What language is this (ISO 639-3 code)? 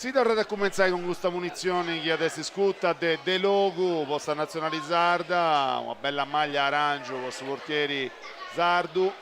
srd